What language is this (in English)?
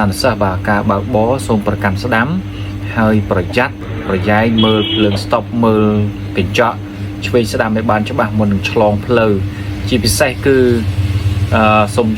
Khmer